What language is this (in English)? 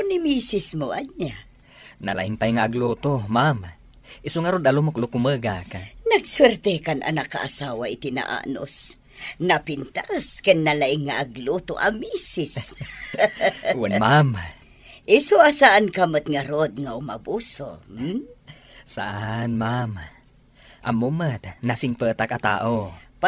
Iloko